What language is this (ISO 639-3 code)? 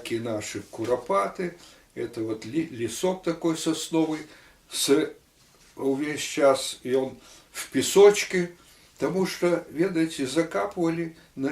bel